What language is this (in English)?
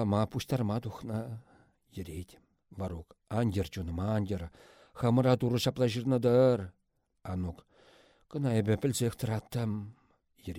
Chuvash